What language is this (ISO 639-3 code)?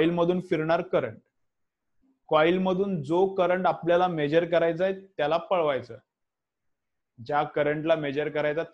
mar